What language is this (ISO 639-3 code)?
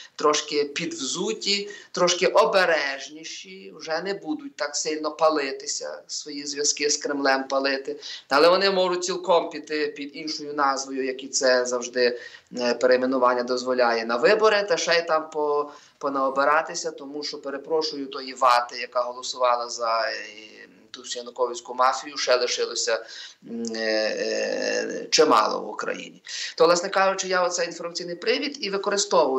ukr